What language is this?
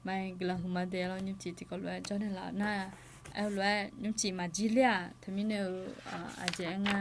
Akha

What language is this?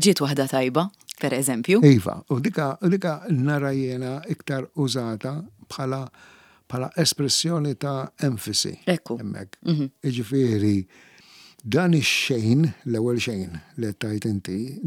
Maltese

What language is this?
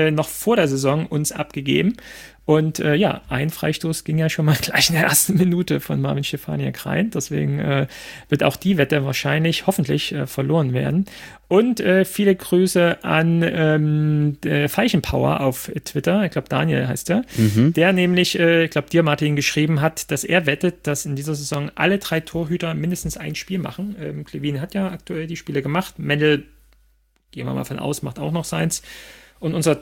German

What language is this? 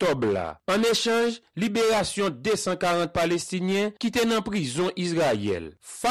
Haitian Creole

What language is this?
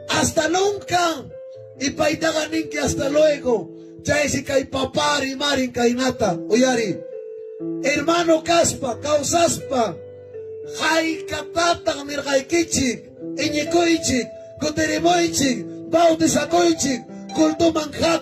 Ayacucho Quechua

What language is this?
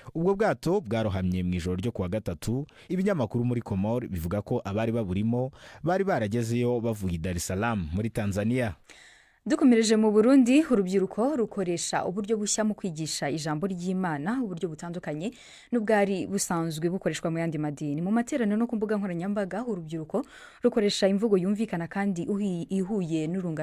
Rundi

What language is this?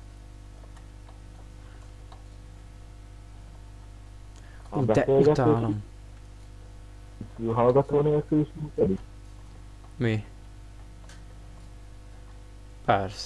Hungarian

